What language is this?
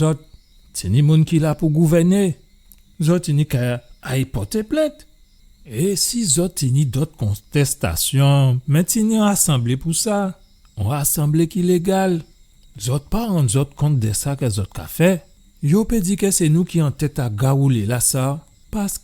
Guadeloupean Creole French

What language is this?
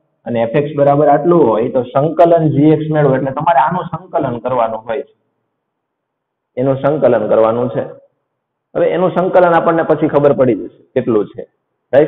Gujarati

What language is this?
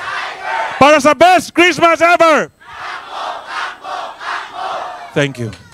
Filipino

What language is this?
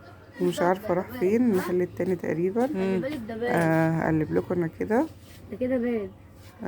Egyptian Arabic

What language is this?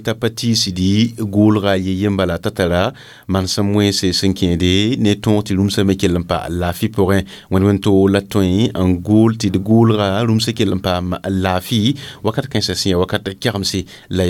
Mossi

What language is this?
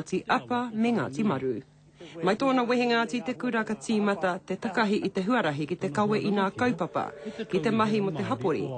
Māori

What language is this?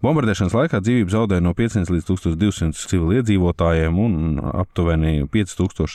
Latvian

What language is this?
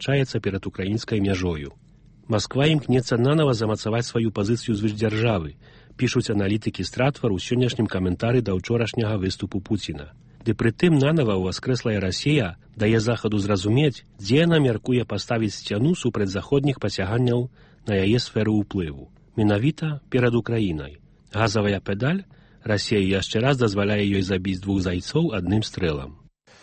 Belarusian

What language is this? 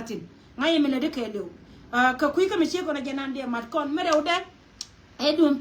Nuer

